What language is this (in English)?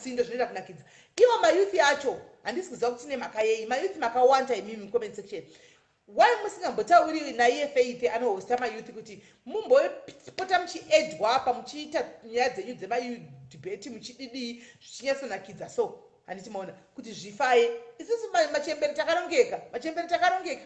Shona